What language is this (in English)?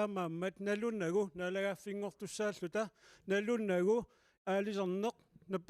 Kalaallisut